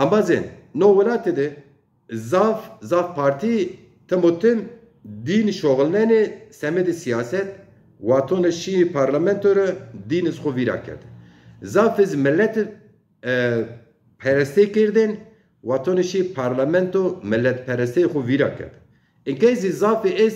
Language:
Zaza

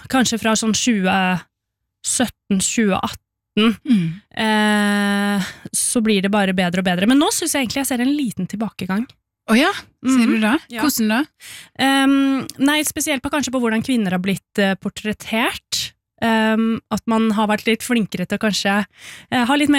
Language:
Norwegian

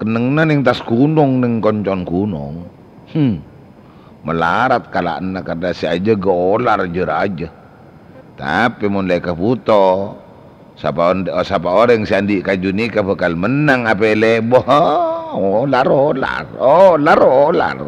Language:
Madurese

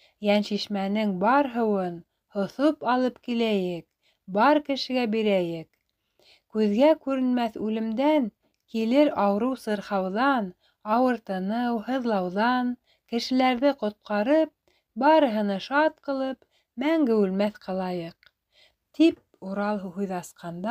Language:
Bashkir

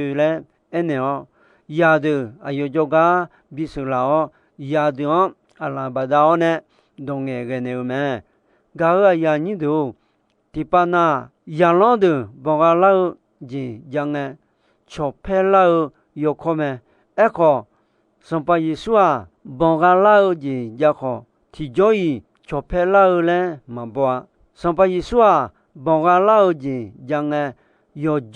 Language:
Akha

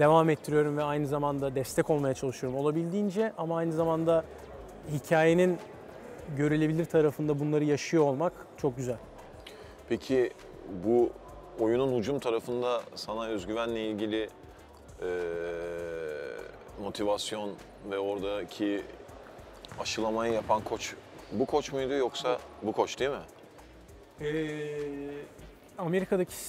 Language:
Turkish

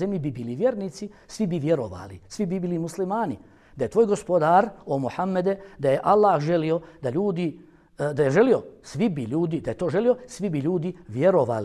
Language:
Bosnian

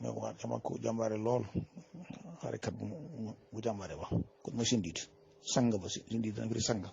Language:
Wolof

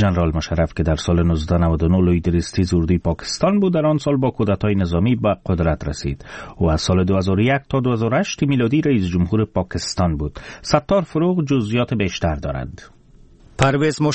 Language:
Persian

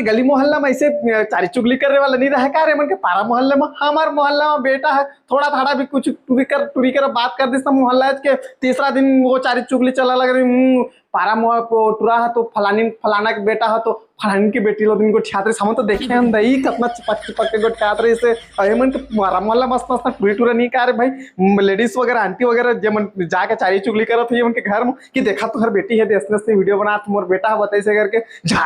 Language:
Chhattisgarhi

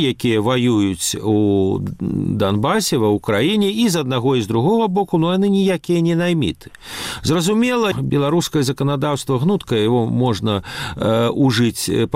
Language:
Belarusian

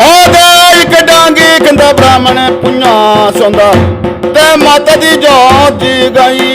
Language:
Dogri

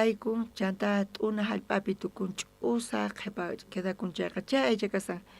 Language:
South Bolivian Quechua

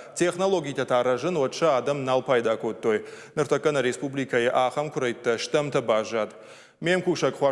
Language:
Ossetic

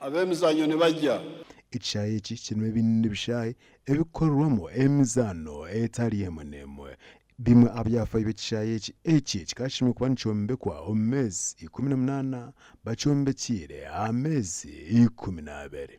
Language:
Nyankole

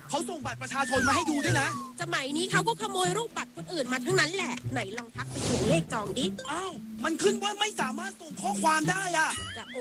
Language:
Thai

